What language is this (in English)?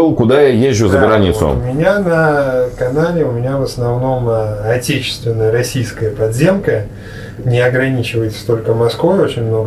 Russian